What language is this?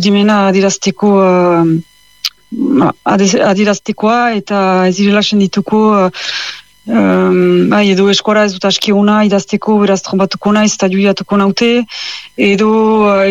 Basque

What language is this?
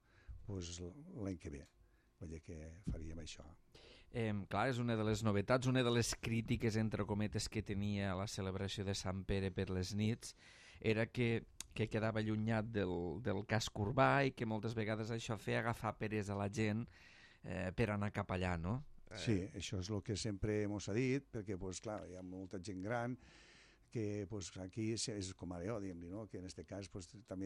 Catalan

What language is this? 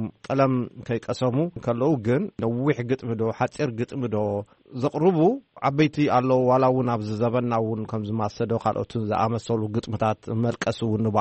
Tigrinya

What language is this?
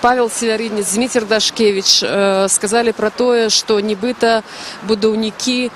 Belarusian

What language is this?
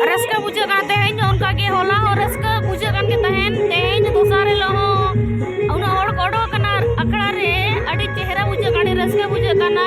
Santali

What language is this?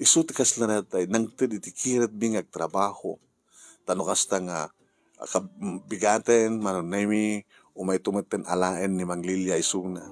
Iloko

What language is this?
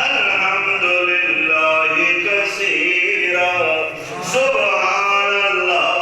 Saraiki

